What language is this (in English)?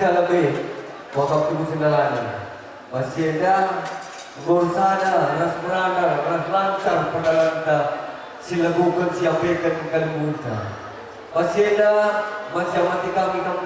Batak Karo